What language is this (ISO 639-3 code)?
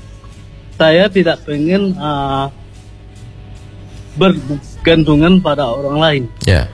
ind